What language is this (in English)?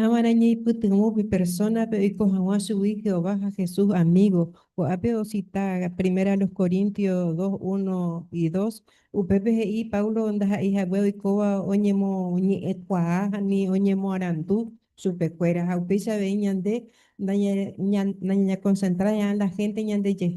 Guarani